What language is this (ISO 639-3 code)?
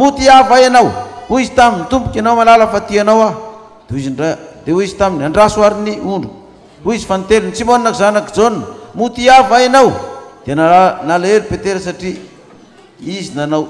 mlg